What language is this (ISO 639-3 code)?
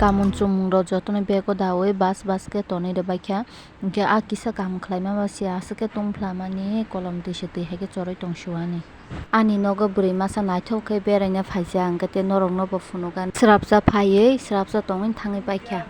trp